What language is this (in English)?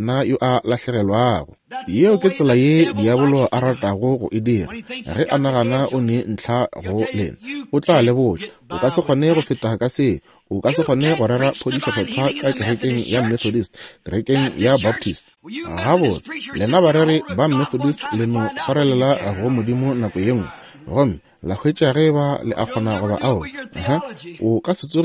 Northern Sotho